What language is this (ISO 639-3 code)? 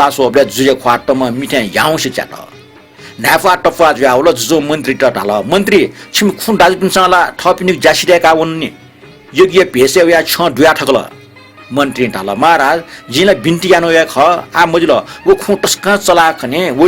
new